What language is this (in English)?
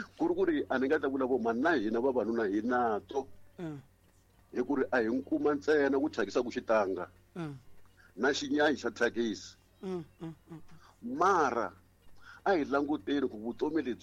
Tsonga